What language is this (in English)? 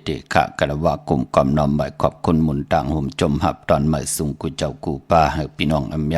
Shan